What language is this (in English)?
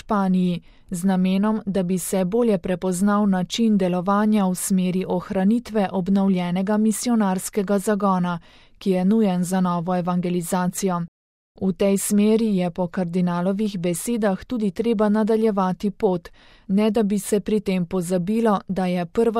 Slovenian